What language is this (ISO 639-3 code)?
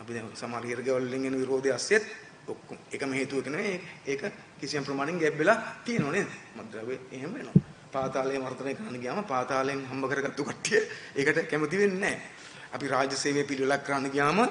sin